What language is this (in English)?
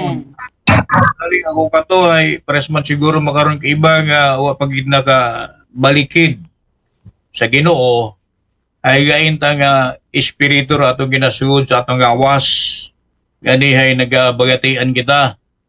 Aklanon